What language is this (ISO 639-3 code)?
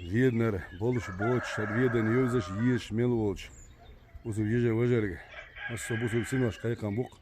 che